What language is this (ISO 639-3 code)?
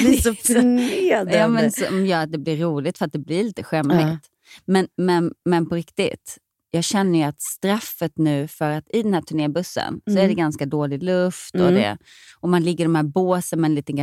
swe